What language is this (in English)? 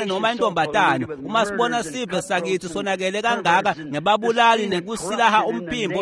Swati